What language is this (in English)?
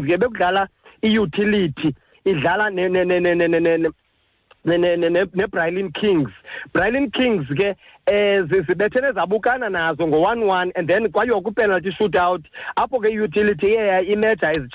Xhosa